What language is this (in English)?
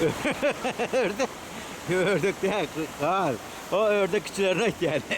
Turkmen